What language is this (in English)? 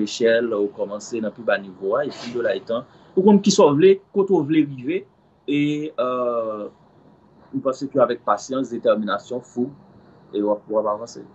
Haitian Creole